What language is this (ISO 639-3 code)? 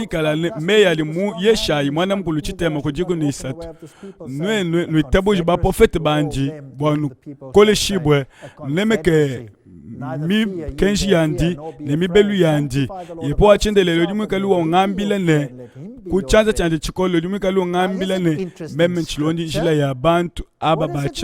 lua